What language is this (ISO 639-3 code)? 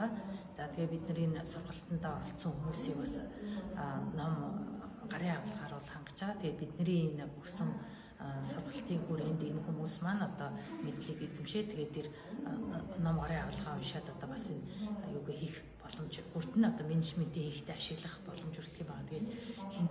mon